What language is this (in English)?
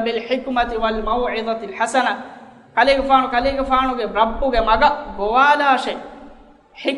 Divehi